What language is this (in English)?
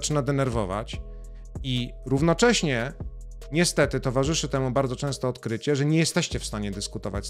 Polish